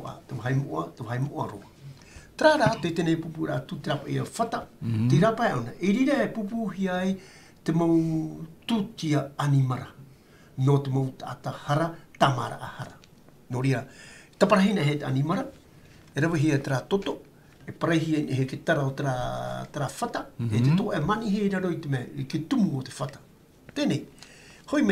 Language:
Tahitian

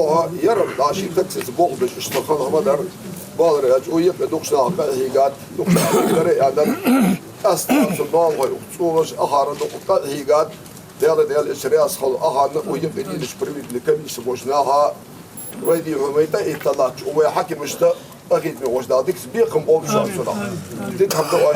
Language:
Ingush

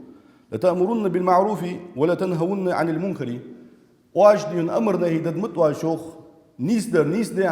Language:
Ingush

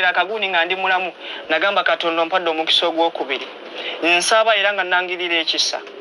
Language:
Ganda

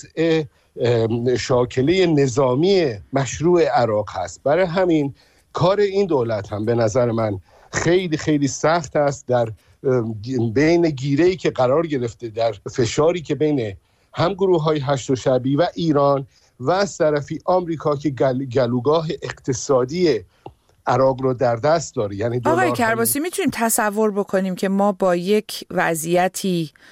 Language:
Persian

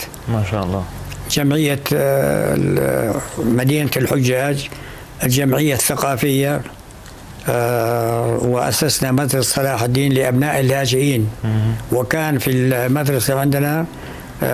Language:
North Levantine Arabic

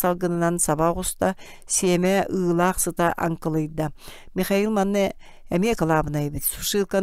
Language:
Yakut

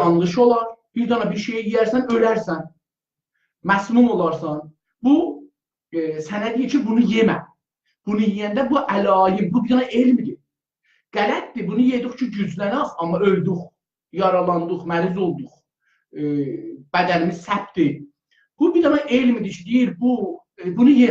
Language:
South Azerbaijani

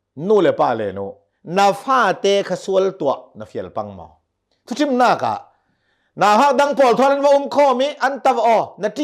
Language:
Hakha Chin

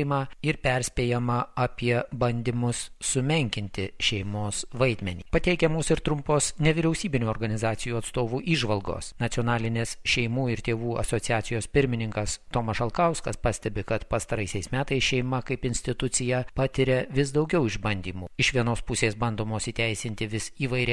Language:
Lithuanian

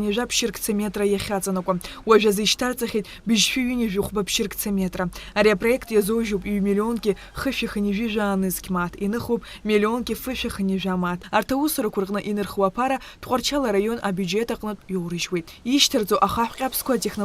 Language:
Abkhazian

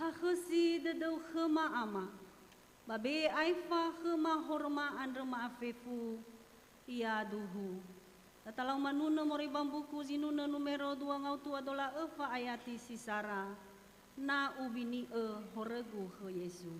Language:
Nias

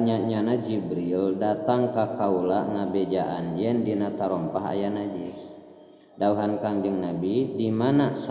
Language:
Sundanese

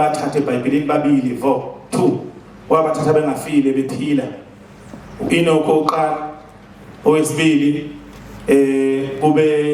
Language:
Zulu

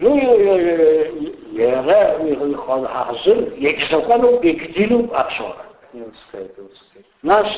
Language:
Abkhazian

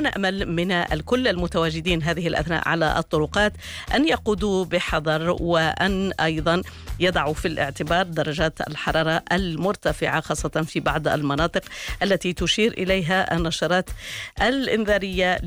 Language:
Arabic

